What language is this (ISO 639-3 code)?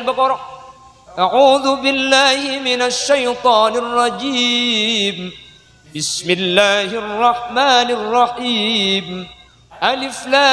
mad